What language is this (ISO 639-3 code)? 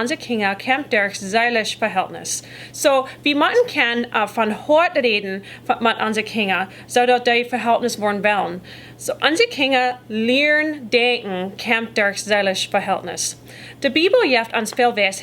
pdt